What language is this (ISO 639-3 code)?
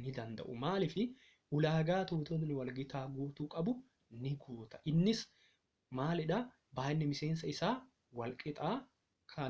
orm